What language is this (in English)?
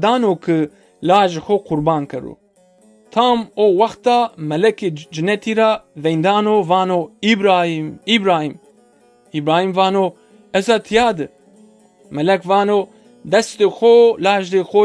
Zaza